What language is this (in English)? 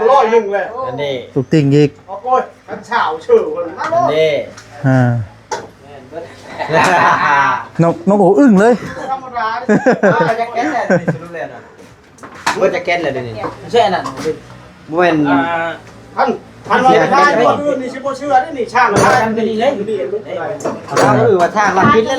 Lao